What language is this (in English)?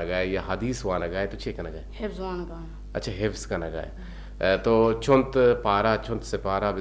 Eastern Balochi